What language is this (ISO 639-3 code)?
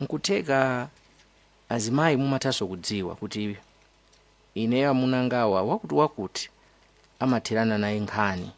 nya